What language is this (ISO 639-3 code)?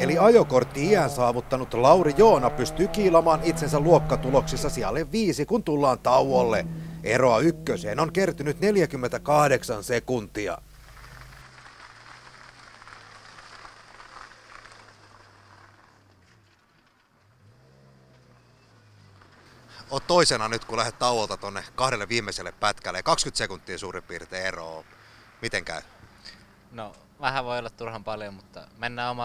fin